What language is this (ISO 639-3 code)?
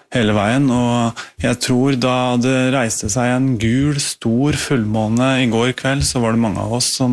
nor